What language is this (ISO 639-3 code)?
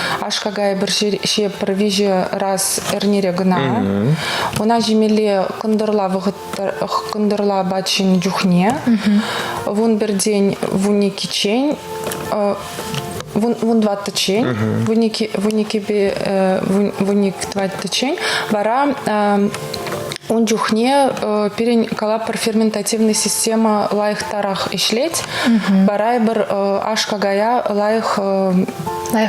chv